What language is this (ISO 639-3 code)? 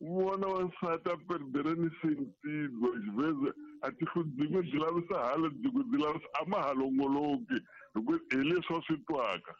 tso